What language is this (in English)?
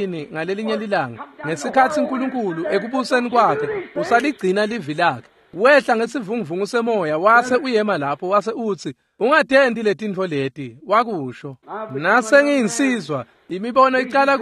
Swati